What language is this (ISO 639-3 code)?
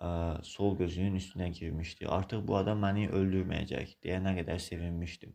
aze